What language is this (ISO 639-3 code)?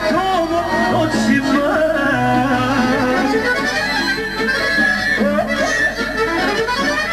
srp